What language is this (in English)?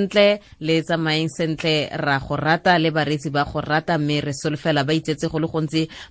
Tswana